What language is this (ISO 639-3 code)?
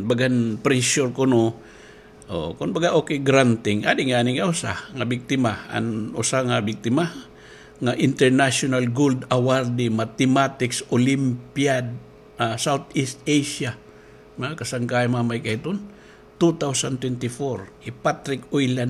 war